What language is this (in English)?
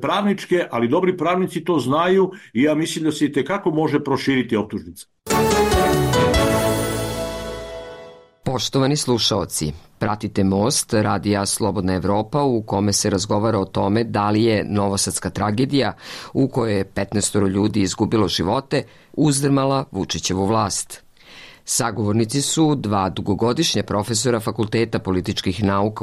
Serbian